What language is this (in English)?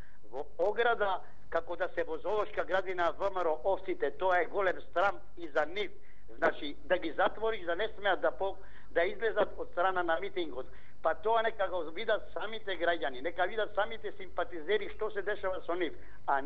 Macedonian